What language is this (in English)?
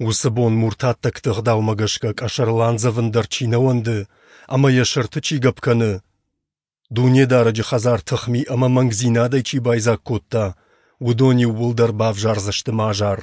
Ossetic